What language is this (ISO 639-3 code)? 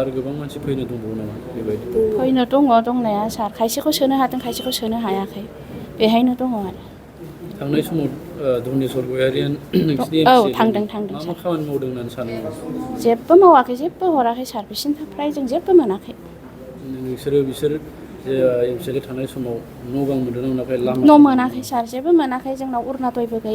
brx